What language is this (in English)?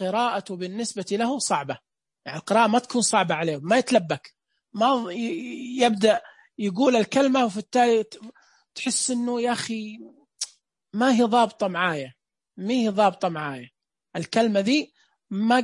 Najdi Arabic